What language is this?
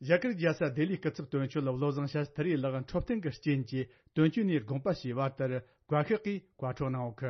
Tibetan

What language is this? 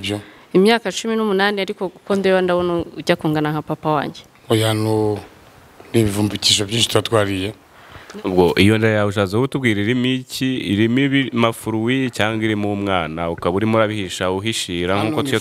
Kinyarwanda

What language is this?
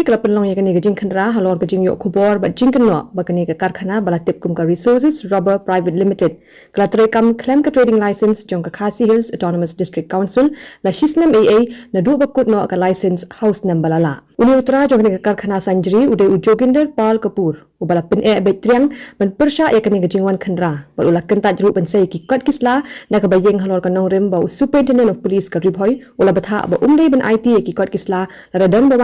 Khasi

